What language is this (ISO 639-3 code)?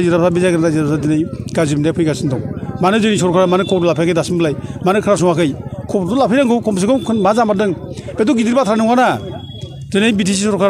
brx